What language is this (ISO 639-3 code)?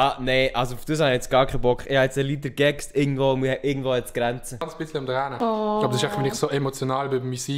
gsw